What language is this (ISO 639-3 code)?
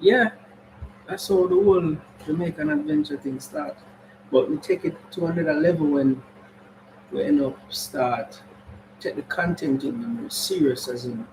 jam